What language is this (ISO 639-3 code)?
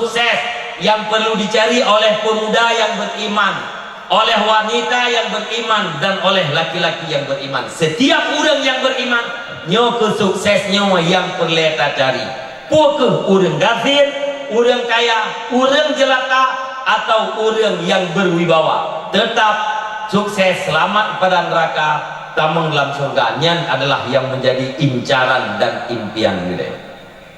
ace